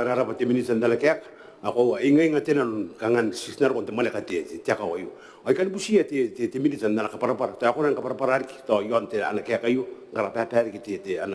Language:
Gilbertese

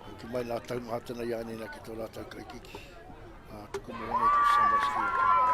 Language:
Māori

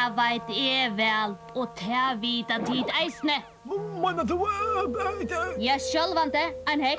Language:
Faroese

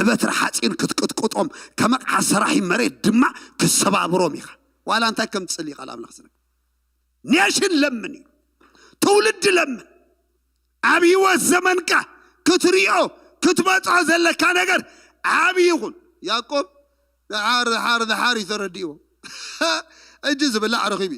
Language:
Tigrinya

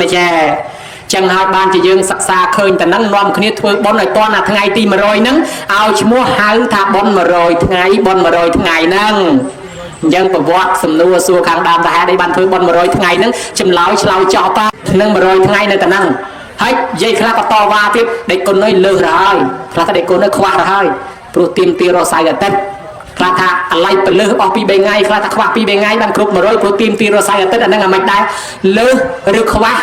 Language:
Khmer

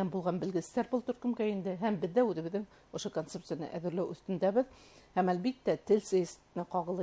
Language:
Bashkir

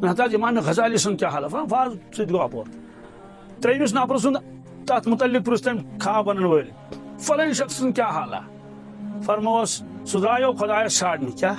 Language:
Kashmiri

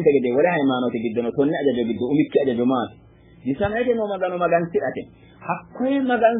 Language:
Sidamo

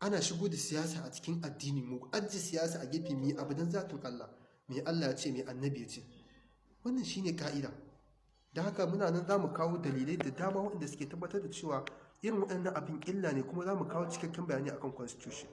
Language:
Hausa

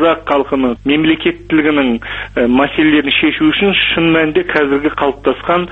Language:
Kazakh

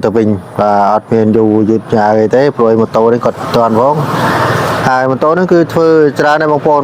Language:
Khmer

